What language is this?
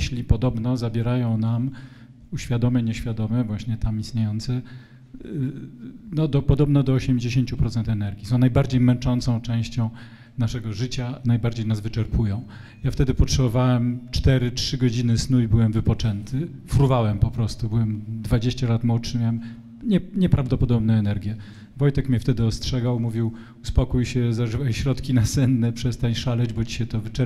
Polish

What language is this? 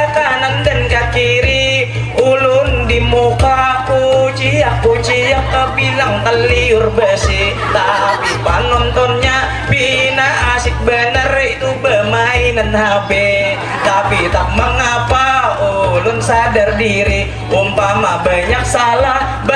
Banjar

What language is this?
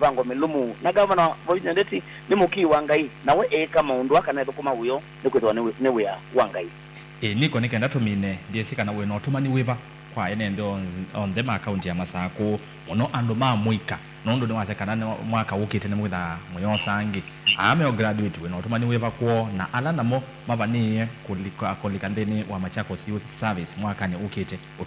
Kamba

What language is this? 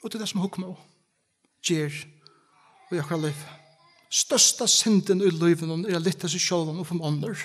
Faroese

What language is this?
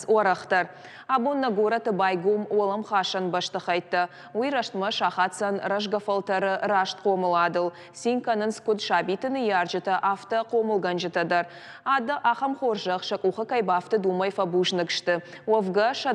Ossetic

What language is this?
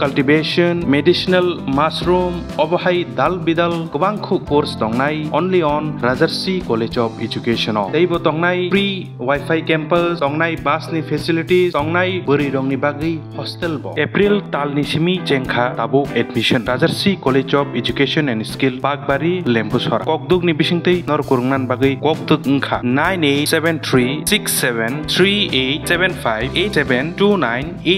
Kok Borok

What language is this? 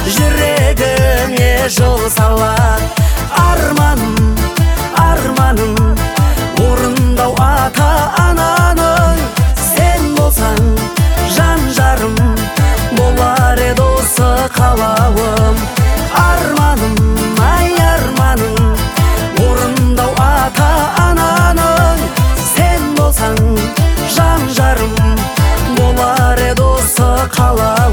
Kazakh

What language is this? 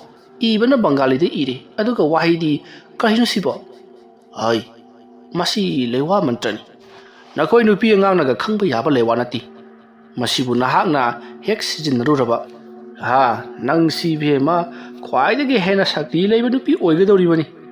Manipuri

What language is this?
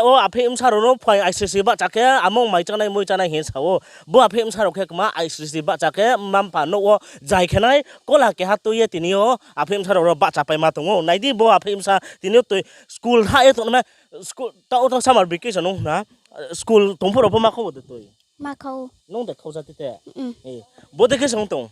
Riang (India)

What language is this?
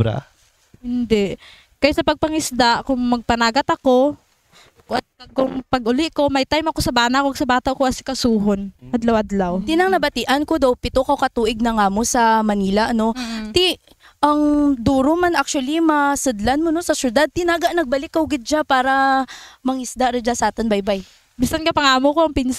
Kinaray-a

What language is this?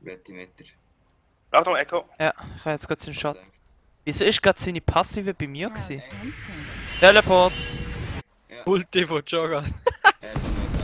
Swiss German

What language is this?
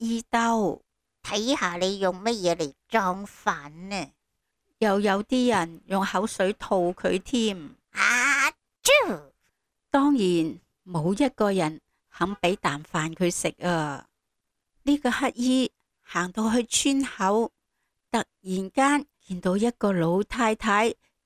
Cantonese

